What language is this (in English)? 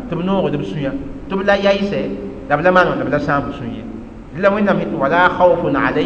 Mossi